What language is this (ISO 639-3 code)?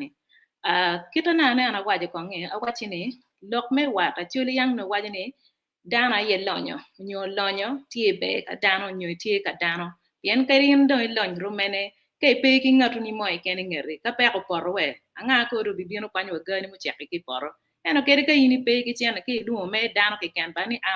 ach